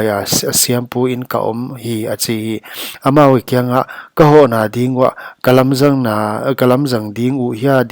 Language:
Paite Chin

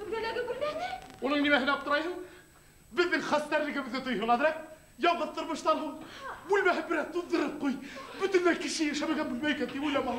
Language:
Bashkir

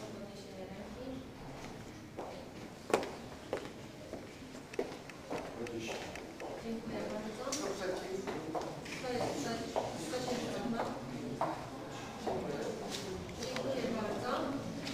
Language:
Polish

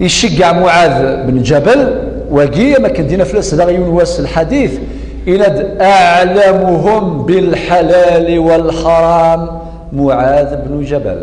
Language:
Kabyle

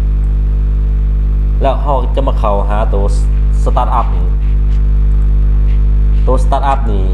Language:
Lao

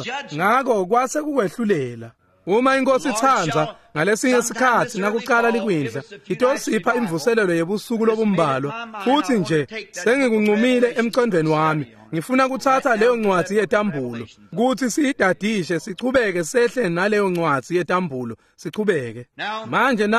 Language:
Swati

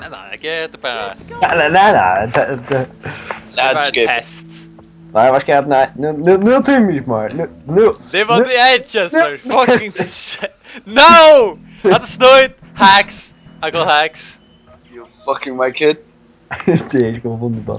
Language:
Faroese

